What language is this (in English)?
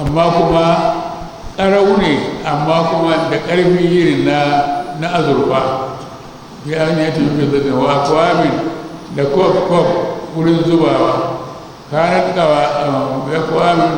Hausa